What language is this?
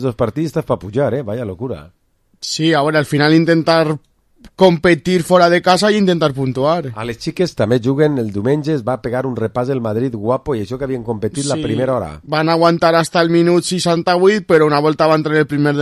Catalan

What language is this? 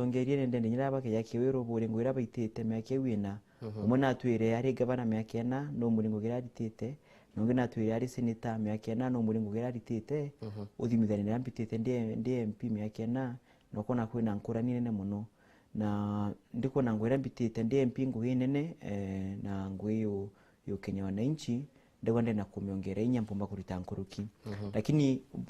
Meru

